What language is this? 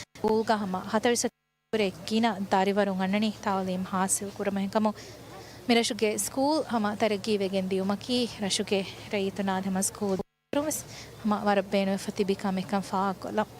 Divehi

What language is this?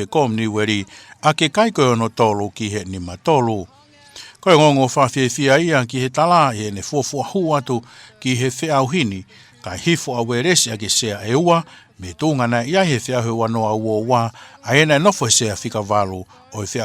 Tongan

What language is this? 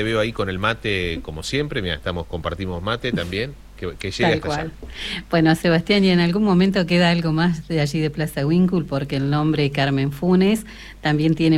Spanish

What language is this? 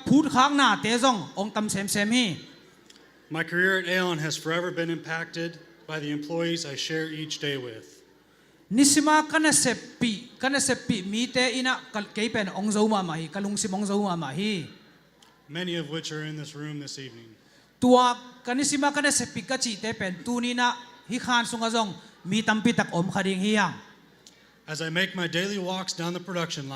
Tedim Chin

